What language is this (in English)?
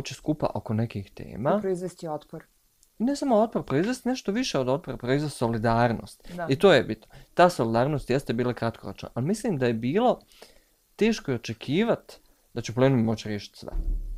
Bosnian